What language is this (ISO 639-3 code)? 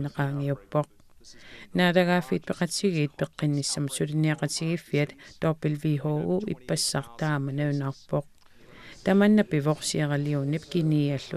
kal